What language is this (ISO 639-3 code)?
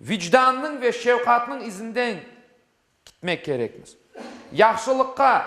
crh